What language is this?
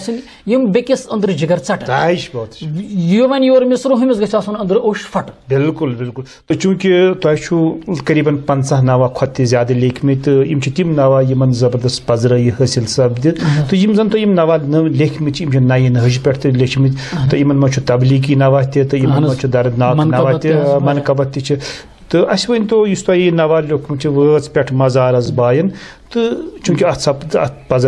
Kashmiri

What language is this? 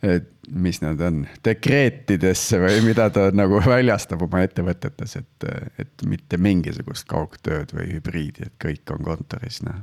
Estonian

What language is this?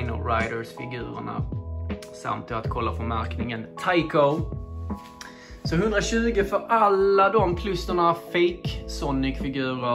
Swedish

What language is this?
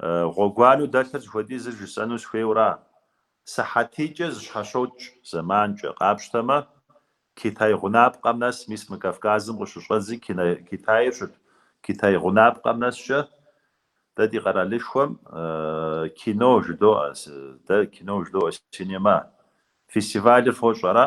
Kabardian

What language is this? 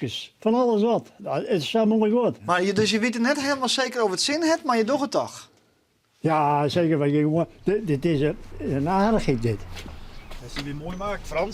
Western Frisian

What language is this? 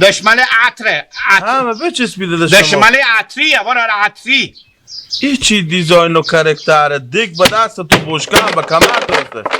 Hazaragi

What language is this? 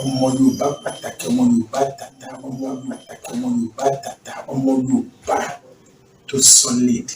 Yoruba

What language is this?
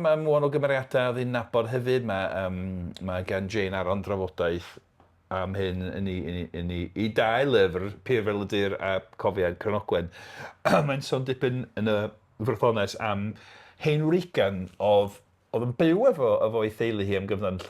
Welsh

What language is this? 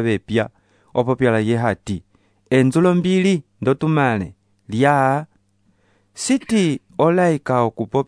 Umbundu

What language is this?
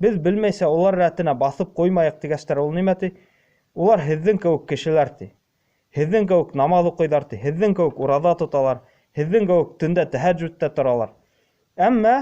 Bashkir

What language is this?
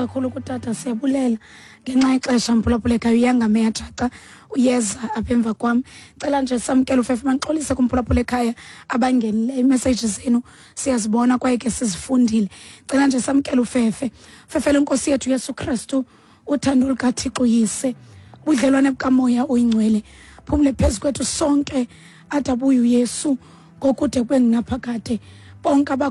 Xhosa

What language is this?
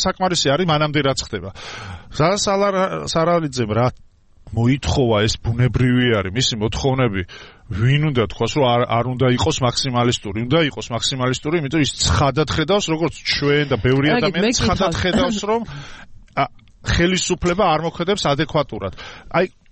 Georgian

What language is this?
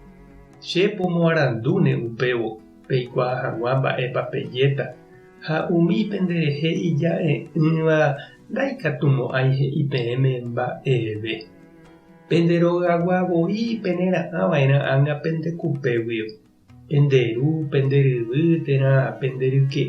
Guarani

